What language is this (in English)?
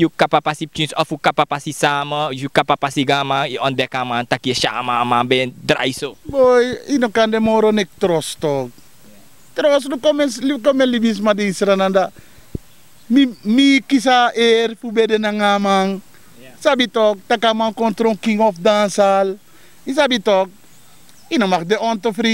Sranan Tongo